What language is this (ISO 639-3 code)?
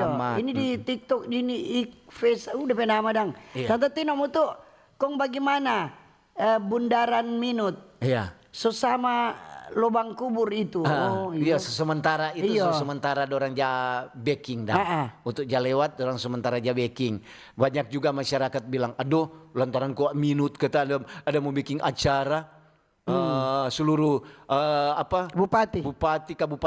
xmm